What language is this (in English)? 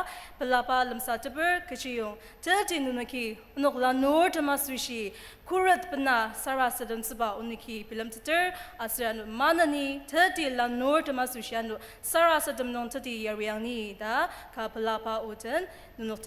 Ao Naga